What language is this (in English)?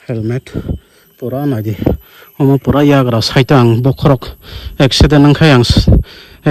Kok Borok